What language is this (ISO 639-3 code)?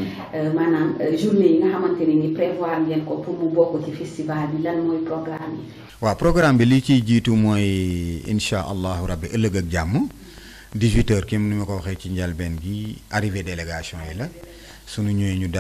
wol